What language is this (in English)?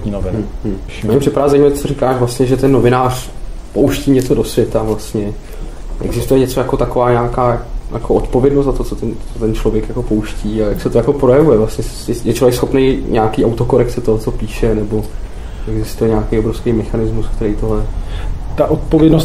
Czech